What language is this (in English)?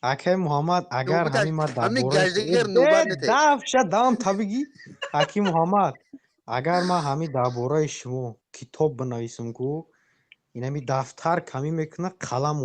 Tajik